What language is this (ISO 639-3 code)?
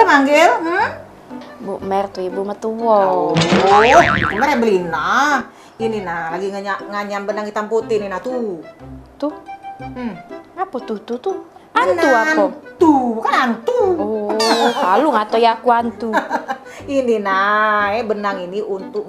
mui